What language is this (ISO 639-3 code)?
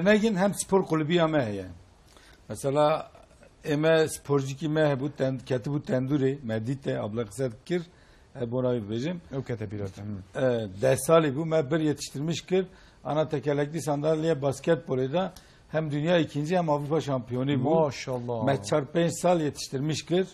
kur